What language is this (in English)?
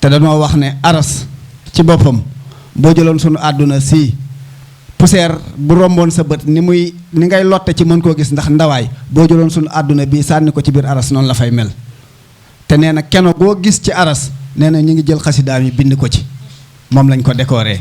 Wolof